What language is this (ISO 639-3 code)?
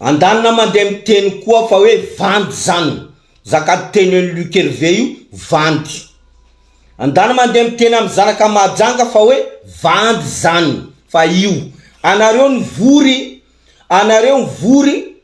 mlg